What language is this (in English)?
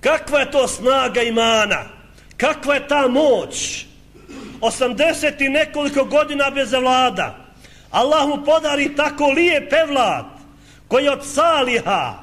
Bosnian